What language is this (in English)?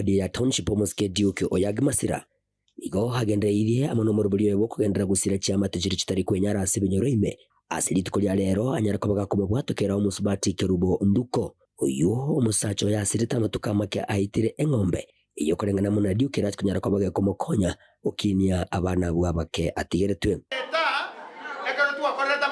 Gusii